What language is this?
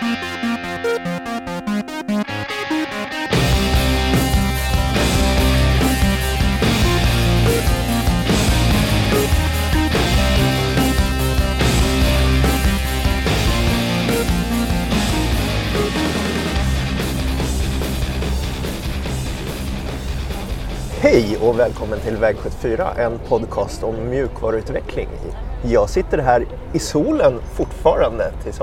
Swedish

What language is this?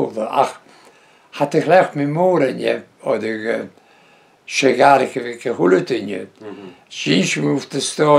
Breton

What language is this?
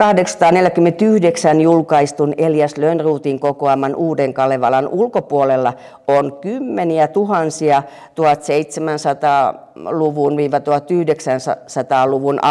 Finnish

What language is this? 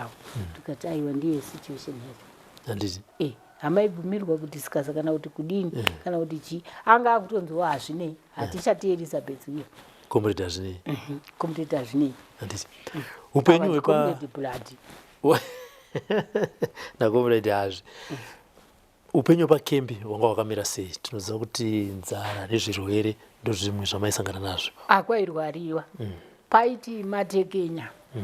Shona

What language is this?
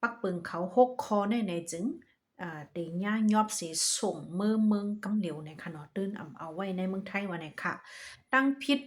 Shan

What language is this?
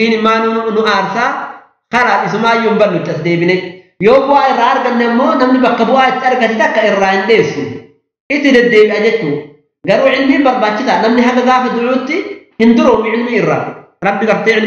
Oromo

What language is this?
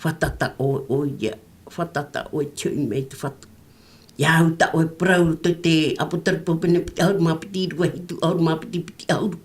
Tahitian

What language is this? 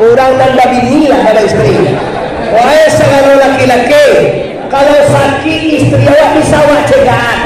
Minangkabau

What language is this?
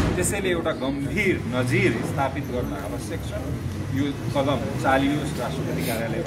Nepali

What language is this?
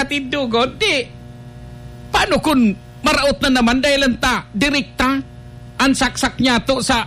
Filipino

